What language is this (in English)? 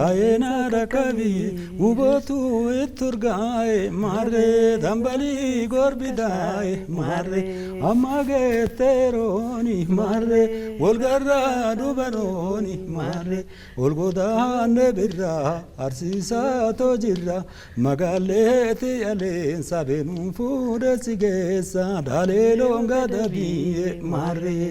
Oromo